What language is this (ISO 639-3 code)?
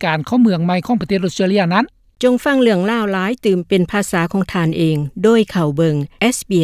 lao